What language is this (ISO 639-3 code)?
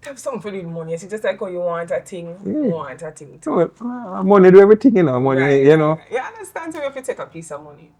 jam